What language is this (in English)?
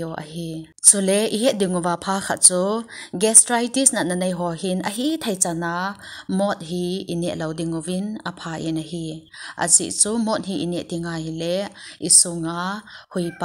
Thado Chin